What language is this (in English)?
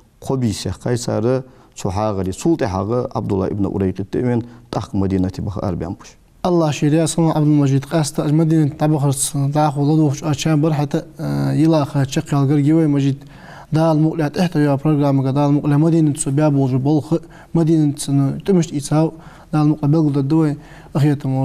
Ingush